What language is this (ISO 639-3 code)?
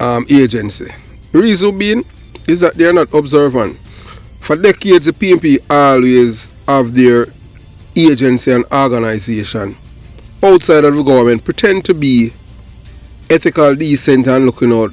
jam